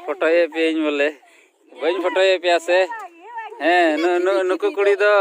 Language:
Santali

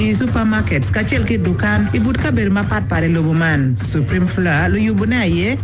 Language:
Acoli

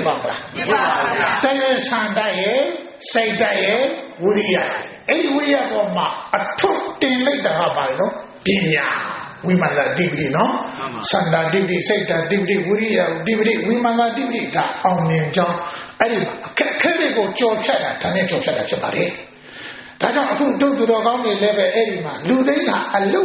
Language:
Burmese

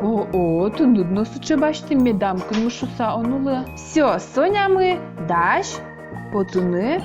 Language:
Udmurt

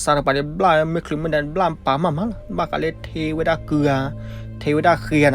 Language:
S'gaw Karen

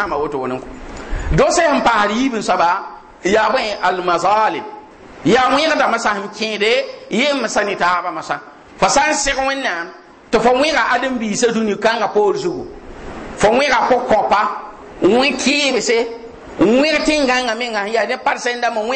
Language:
Mossi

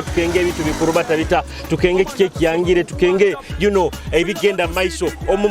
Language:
Nyoro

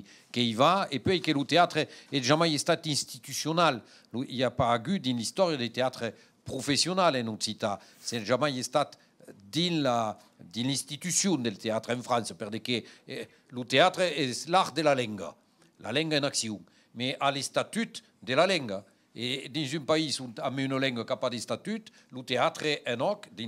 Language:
Occitan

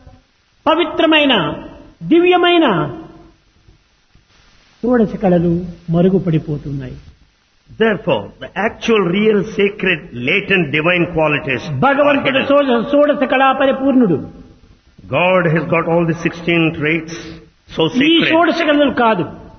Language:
Telugu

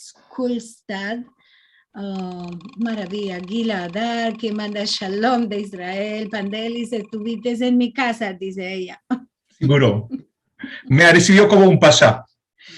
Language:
Ladino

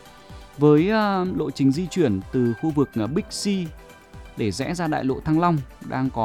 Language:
Vietnamese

